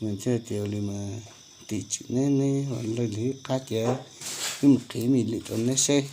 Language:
Hmong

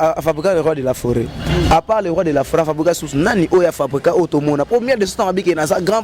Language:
Lingala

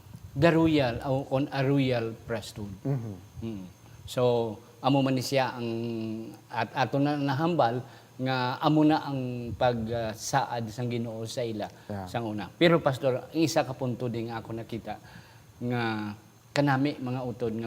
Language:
Hiligaynon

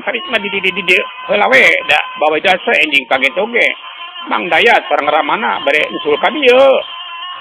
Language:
Sundanese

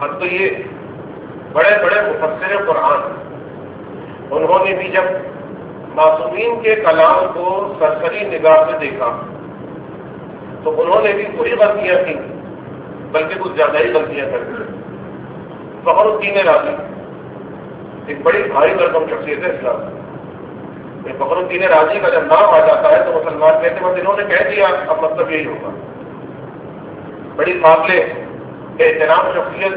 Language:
Urdu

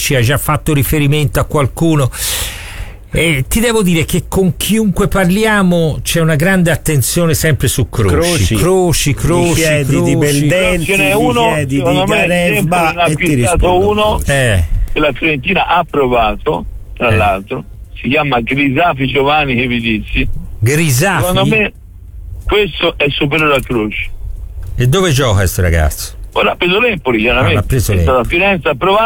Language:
Italian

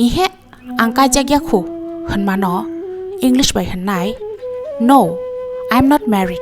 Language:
Kok Borok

